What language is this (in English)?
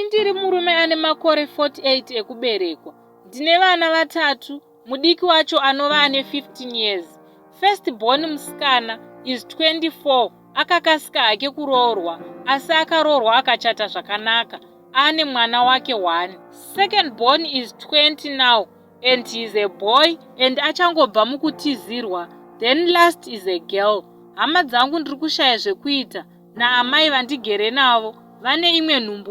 Shona